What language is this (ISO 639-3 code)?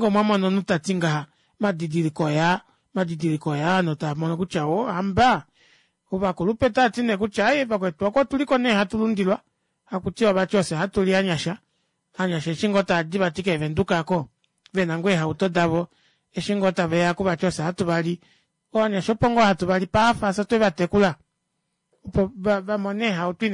kua